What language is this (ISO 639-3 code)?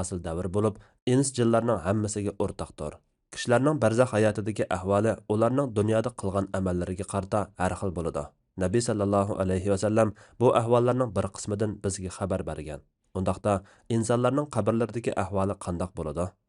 uig